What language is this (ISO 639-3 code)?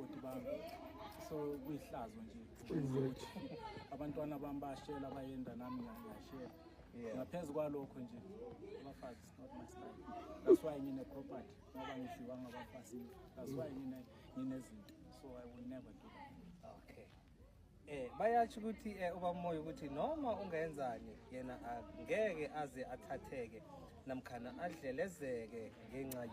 zul